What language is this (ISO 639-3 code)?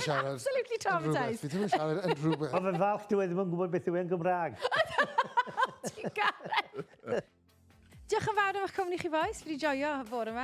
cym